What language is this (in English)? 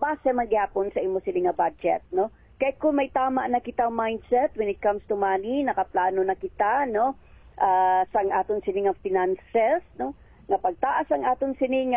Hiligaynon